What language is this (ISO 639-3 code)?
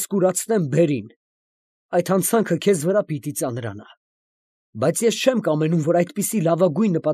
hye